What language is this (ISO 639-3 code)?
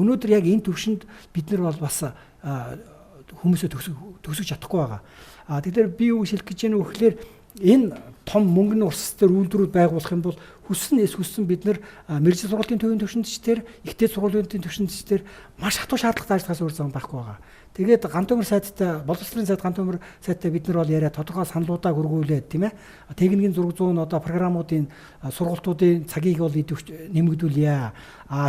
mon